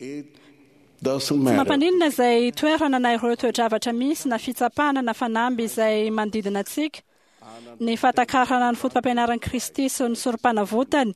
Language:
Malagasy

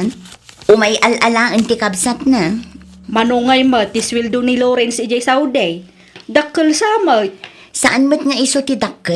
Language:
Iloko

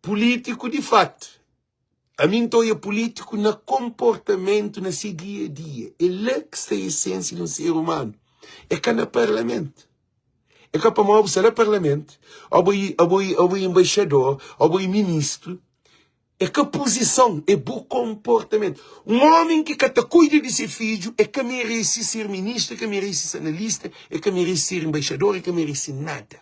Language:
Kabuverdianu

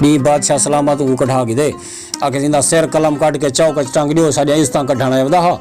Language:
Saraiki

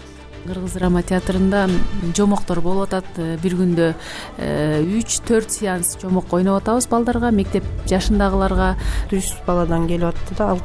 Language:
Kyrgyz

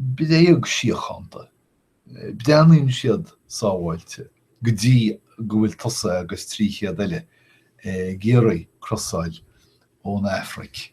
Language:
Irish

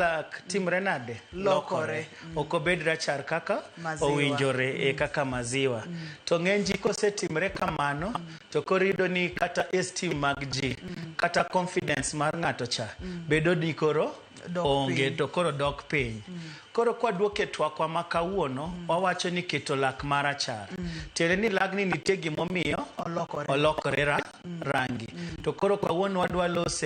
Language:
Luo (Kenya and Tanzania)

